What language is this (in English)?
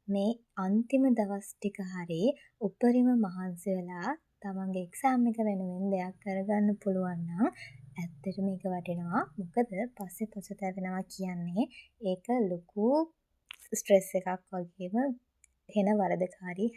Sinhala